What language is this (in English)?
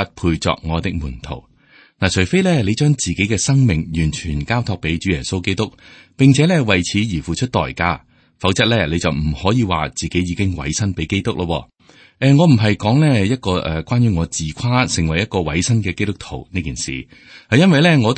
Cantonese